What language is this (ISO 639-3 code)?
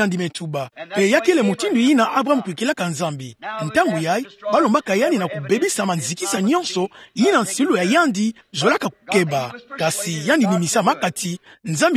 ktu